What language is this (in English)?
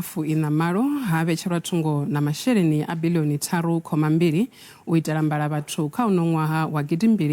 Venda